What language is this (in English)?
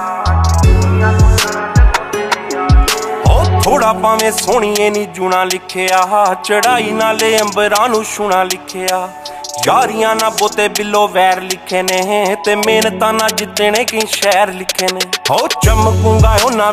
Punjabi